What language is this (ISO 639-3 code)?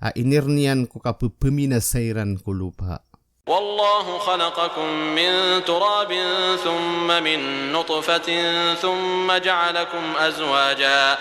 mrw